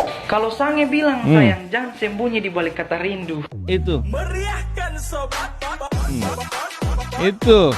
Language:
Ambonese Malay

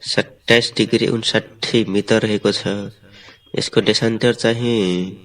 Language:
Nepali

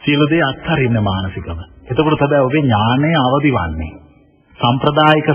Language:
Sinhala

